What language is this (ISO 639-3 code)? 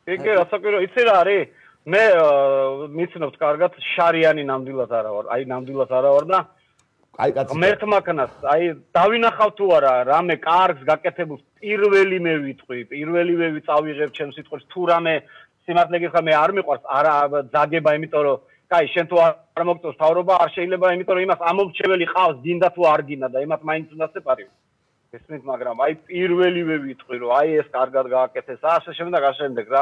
kat